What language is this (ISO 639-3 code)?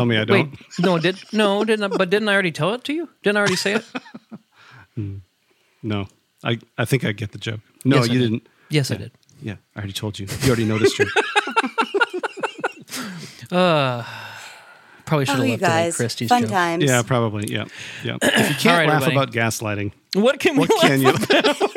eng